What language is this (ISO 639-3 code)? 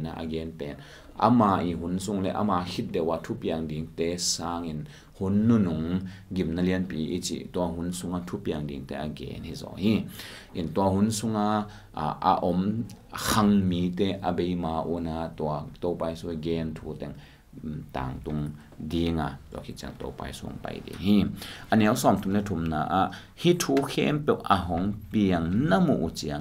ctd